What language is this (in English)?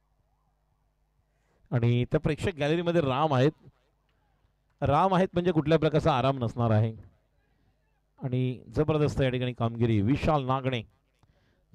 Marathi